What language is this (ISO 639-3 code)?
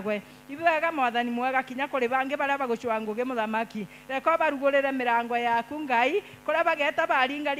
mer